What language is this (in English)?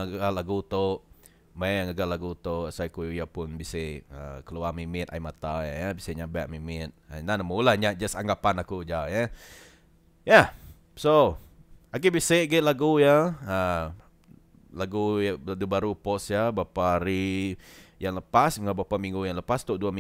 Iban